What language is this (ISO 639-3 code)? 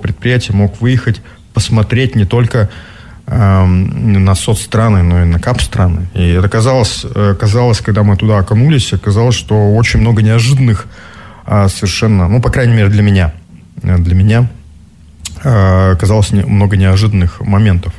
rus